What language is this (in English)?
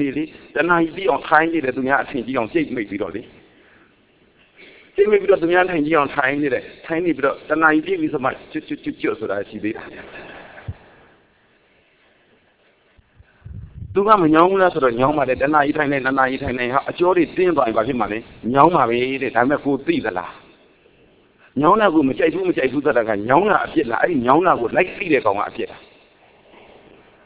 Burmese